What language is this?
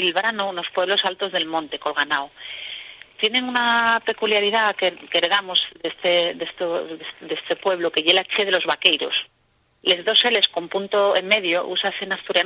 Asturian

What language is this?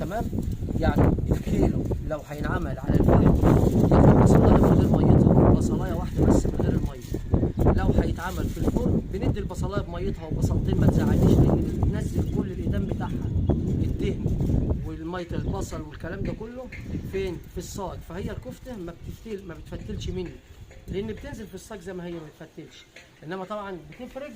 Egyptian Arabic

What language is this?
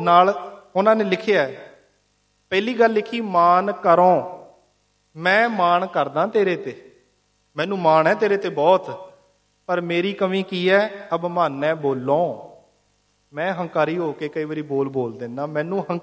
Punjabi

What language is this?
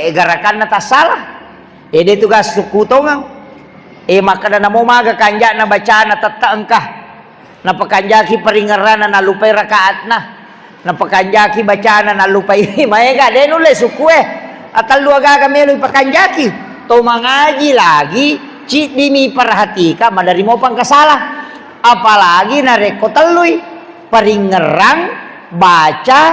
Buginese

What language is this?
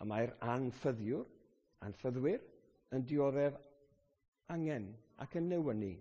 Welsh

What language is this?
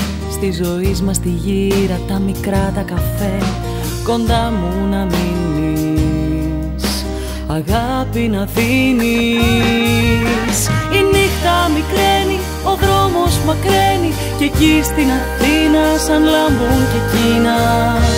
Greek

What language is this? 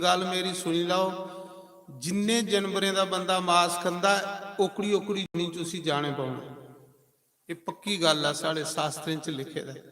Dogri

